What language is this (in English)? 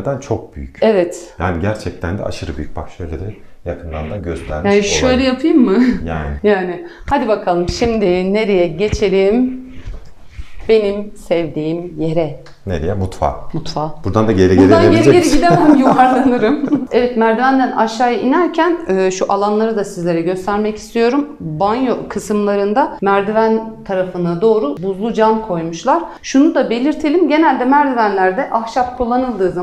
Turkish